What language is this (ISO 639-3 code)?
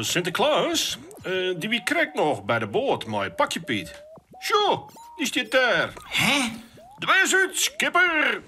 fry